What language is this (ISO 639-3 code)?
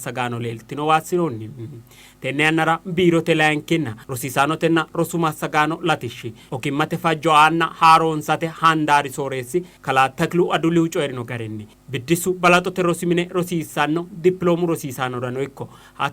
sid